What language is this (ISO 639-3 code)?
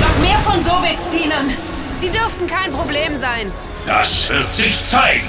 bar